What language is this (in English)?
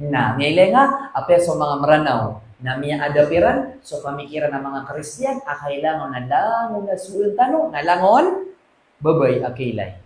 Maranao